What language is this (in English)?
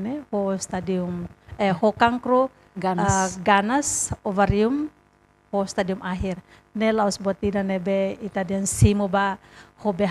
Tetum